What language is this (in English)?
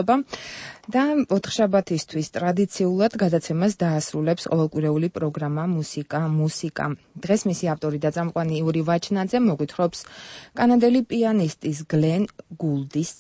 Georgian